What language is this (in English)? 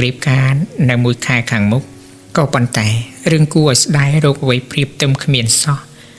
Khmer